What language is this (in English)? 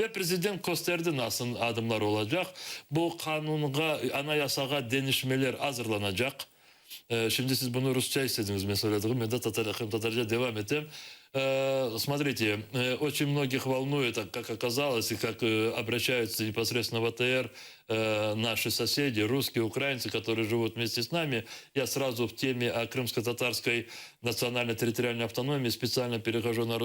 Crimean Tatar